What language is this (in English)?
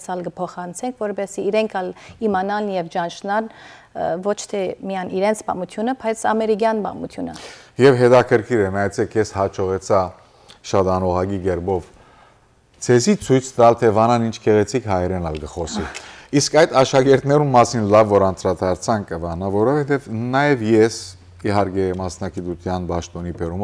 Western Armenian